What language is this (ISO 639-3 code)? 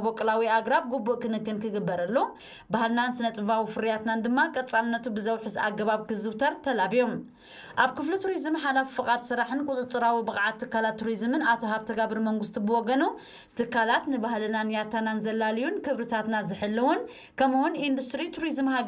tir